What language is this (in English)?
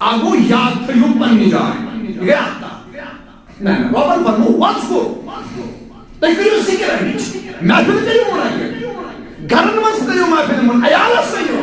Kashmiri